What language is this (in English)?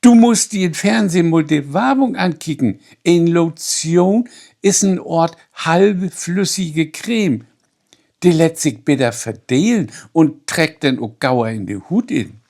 Low German